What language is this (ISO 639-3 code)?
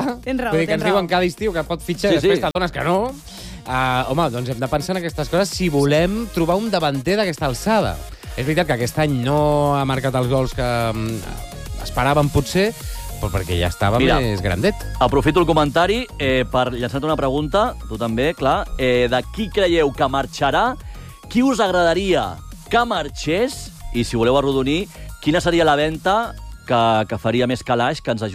cat